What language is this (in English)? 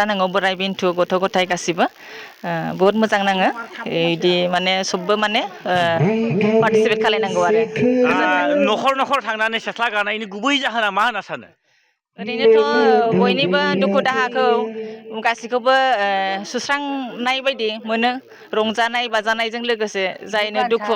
Bodo